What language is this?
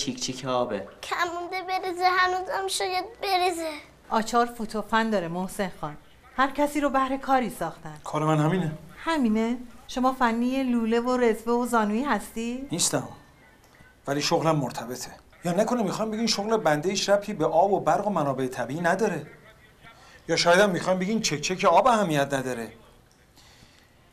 Persian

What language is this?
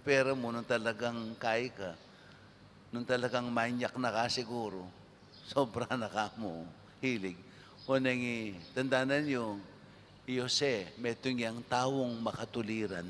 Pampanga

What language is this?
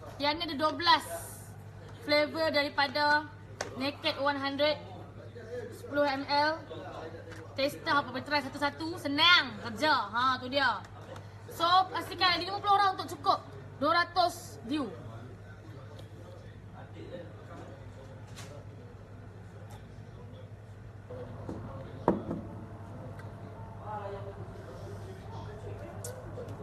Malay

